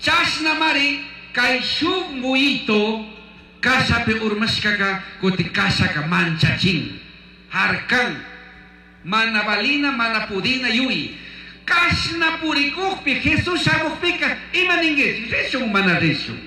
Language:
Chimborazo Highland Quichua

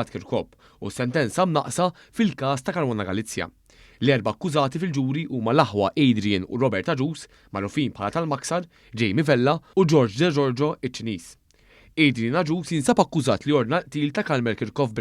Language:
Maltese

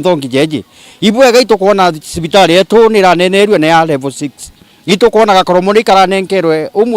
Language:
Meru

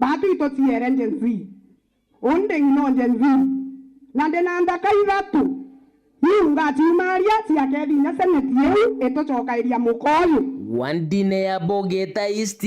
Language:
Meru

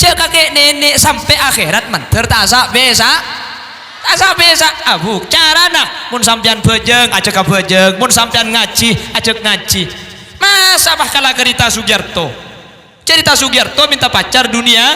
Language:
Madurese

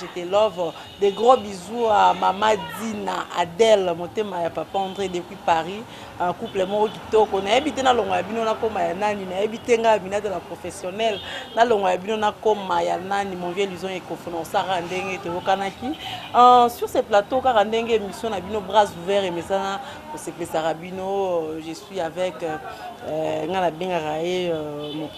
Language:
Lingala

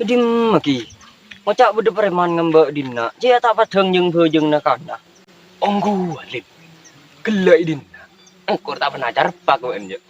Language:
Madurese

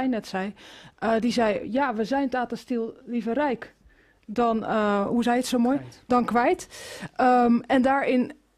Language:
Dutch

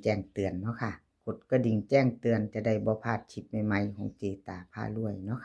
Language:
Northeastern Thai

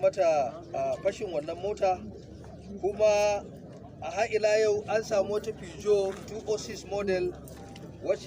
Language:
Hausa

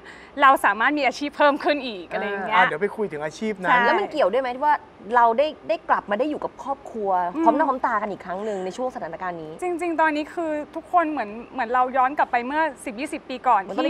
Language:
Thai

